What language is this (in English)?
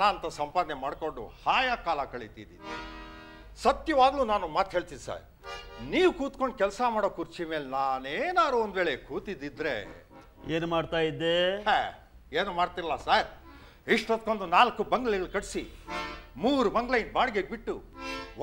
Kannada